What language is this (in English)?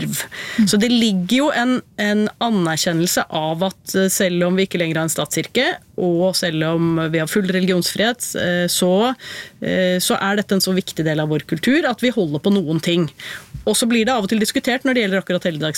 Norwegian